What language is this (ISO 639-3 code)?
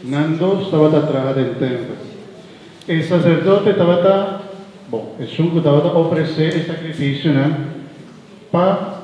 pap